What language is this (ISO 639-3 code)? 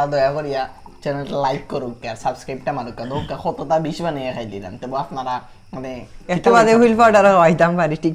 syl